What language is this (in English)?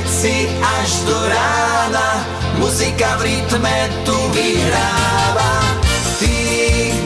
Slovak